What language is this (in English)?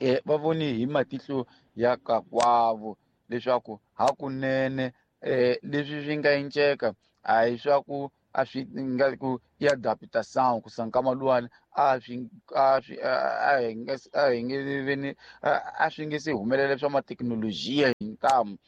Tsonga